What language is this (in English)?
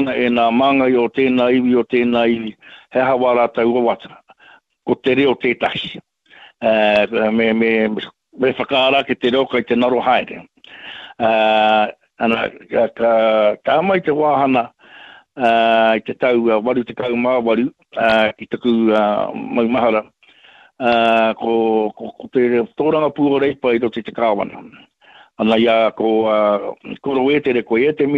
Māori